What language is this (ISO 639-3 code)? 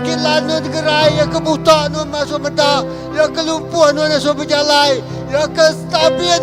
iba